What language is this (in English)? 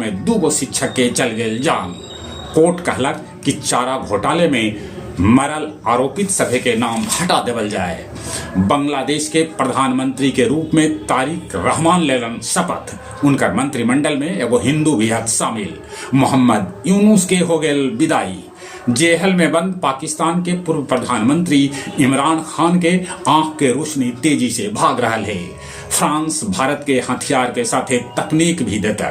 Magahi